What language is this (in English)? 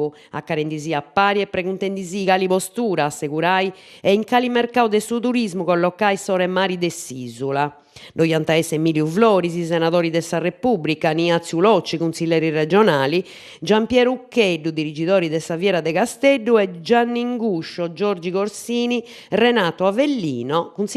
Sardinian